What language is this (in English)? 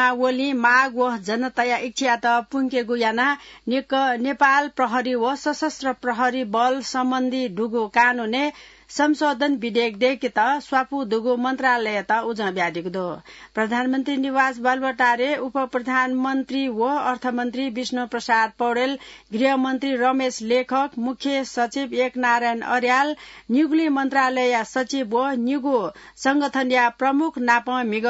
Newari